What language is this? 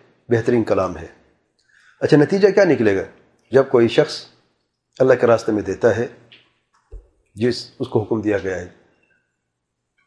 Urdu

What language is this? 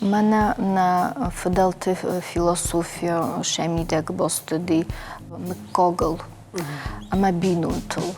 Ossetic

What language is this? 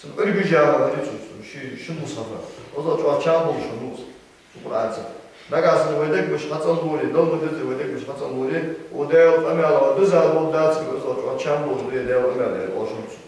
Ingush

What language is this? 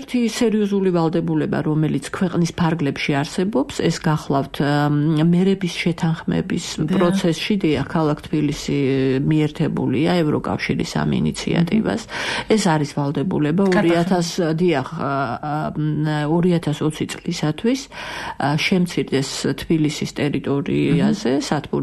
Georgian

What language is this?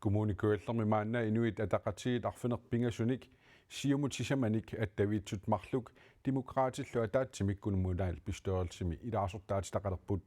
Kalaallisut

